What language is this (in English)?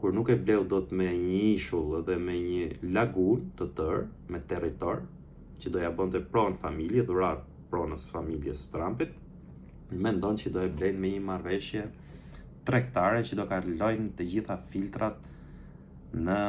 Albanian